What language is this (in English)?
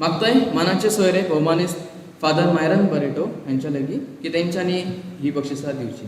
Konkani